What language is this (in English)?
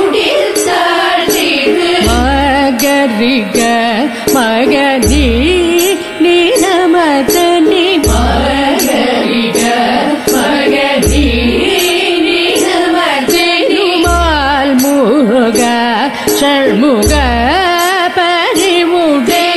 Tamil